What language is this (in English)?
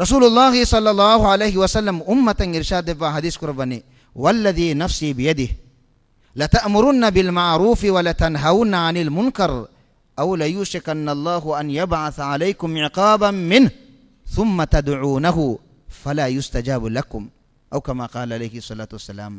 Divehi